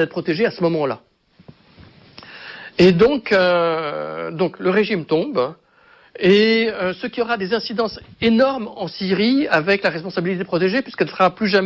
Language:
French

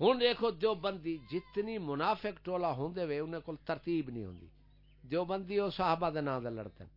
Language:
Saraiki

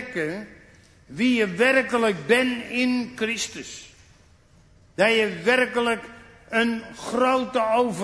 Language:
Dutch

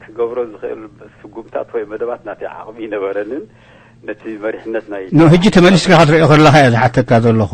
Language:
Tigrinya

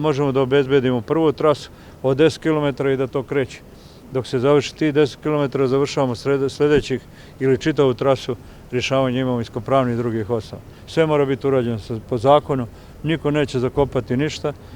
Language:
Bosnian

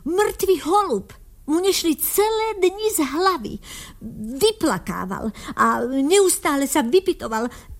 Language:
Slovak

